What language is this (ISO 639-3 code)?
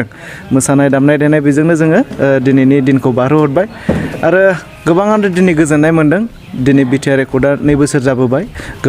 brx